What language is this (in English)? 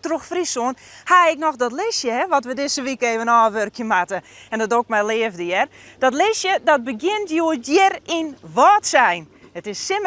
Western Frisian